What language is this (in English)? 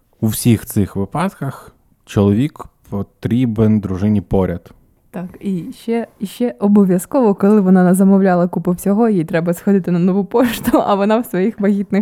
Ukrainian